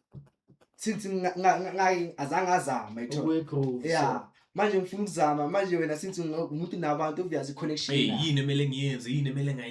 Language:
Zulu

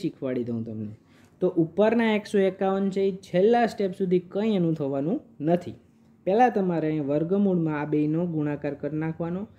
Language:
Gujarati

